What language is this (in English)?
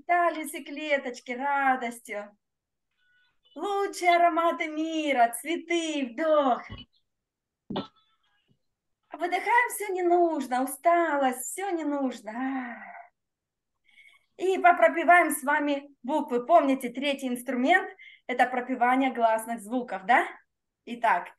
Russian